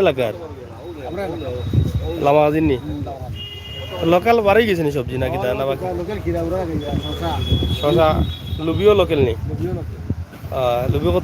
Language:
Sylheti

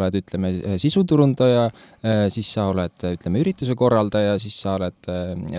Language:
Estonian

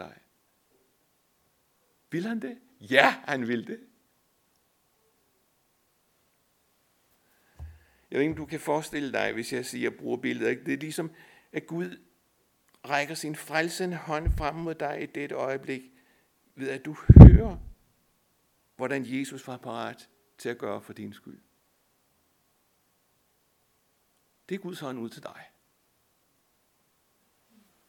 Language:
Danish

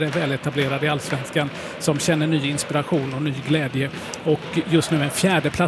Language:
Swedish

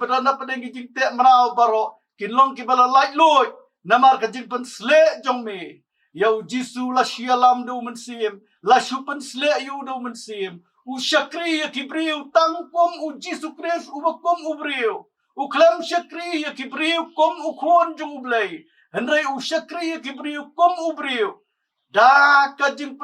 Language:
Khasi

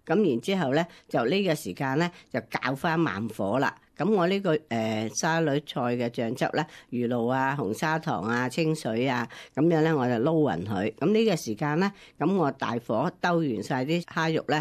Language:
Cantonese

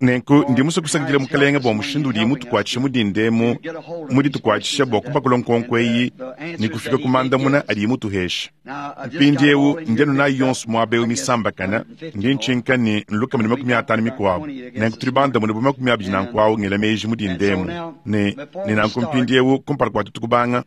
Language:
Luba-Lulua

